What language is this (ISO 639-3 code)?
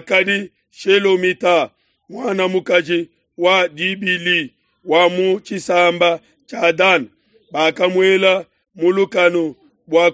lua